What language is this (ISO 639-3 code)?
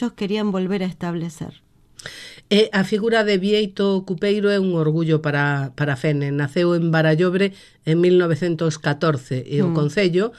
glg